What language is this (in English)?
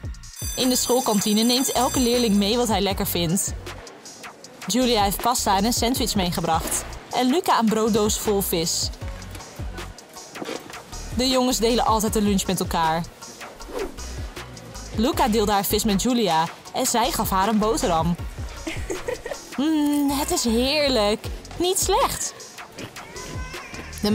Dutch